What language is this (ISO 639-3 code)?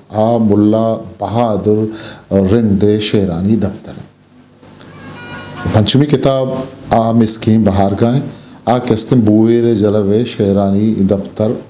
bgp